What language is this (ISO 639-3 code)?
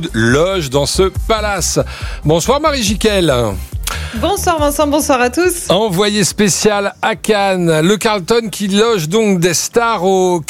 fra